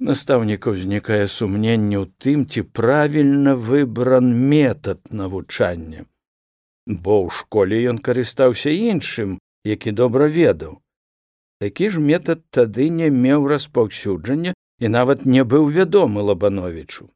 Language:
Belarusian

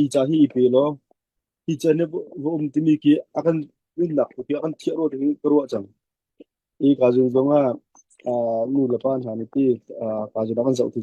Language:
Hakha Chin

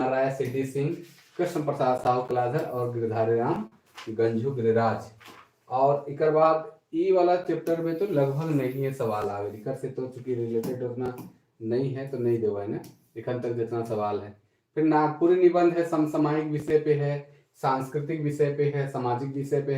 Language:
Sadri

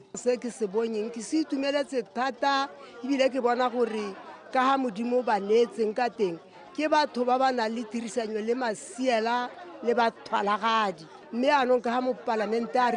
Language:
Tswana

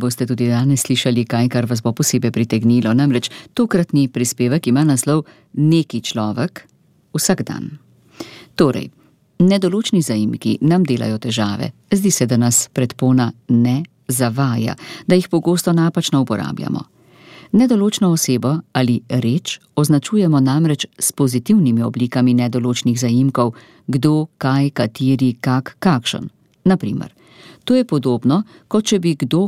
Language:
Slovenian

